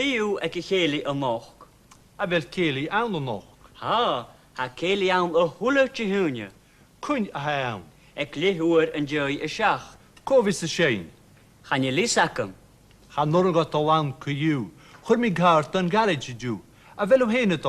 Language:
Scottish Gaelic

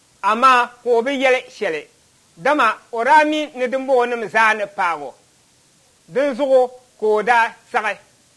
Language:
Dagbani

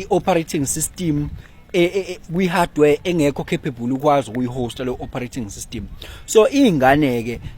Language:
Zulu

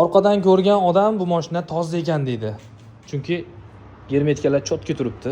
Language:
Uzbek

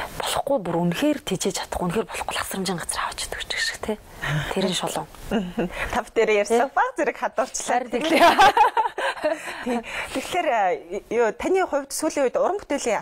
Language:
Mongolian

